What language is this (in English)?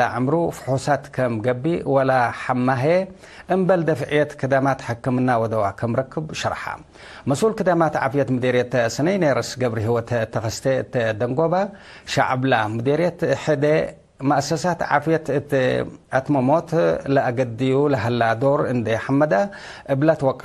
Tigre